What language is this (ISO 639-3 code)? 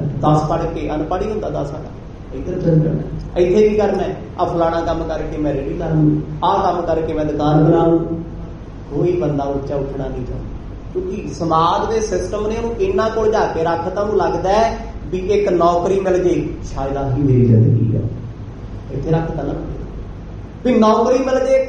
pan